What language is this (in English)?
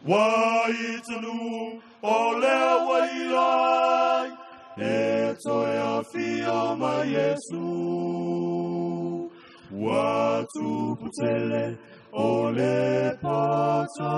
Samoan